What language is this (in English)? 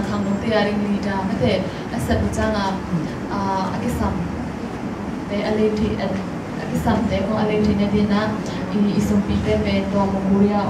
Tedim Chin